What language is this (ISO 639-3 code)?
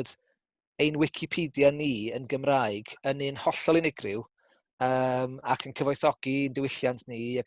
cym